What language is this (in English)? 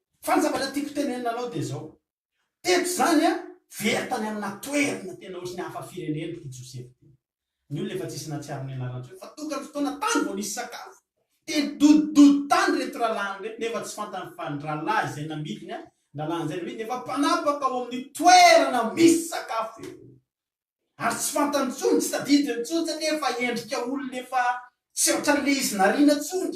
Malagasy